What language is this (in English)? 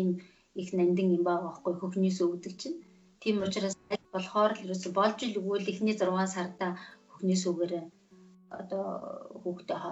Mongolian